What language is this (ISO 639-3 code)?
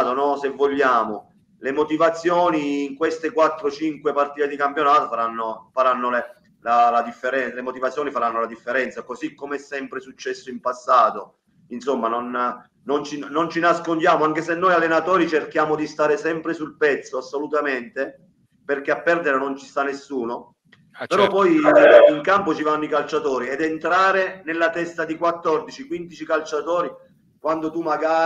ita